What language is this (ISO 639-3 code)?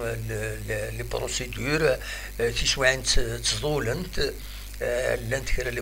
kab